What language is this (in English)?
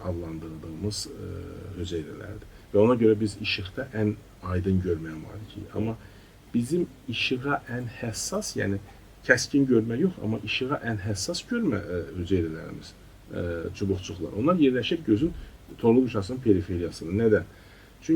Azerbaijani